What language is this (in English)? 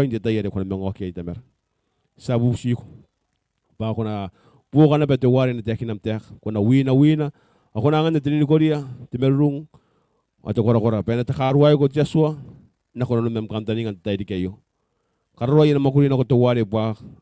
Gilbertese